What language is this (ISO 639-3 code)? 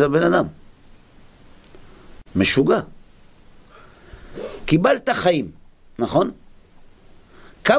heb